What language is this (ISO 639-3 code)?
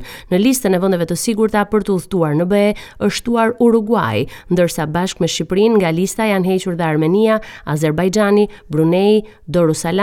sqi